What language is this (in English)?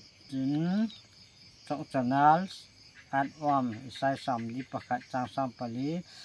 Hmar